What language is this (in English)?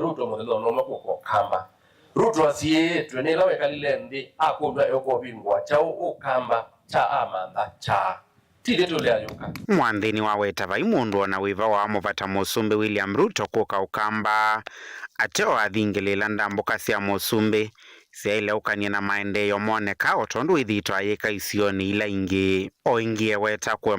Kamba